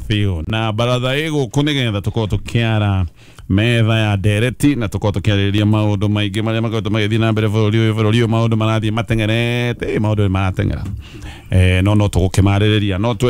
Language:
Kikuyu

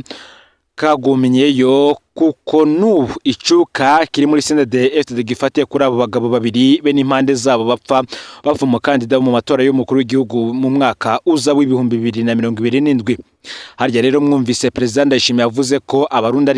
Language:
Rundi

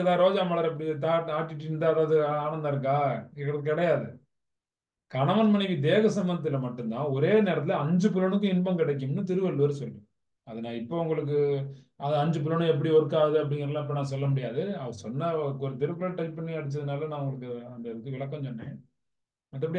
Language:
Tamil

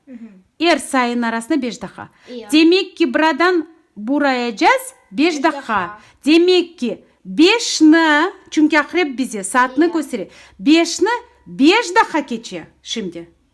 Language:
Crimean Tatar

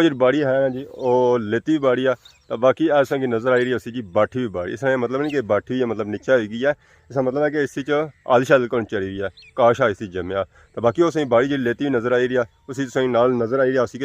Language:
Pahari-Potwari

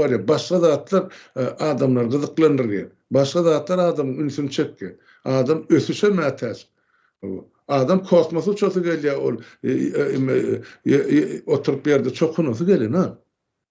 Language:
Turkmen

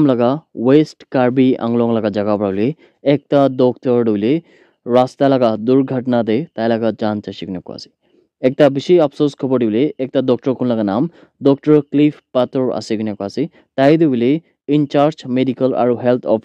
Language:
Naga Pidgin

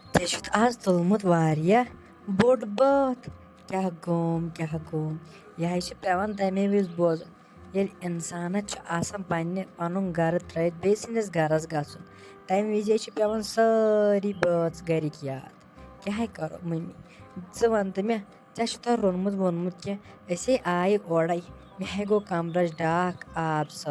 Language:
Kashmiri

